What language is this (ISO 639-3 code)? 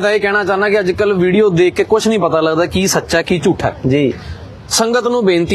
pan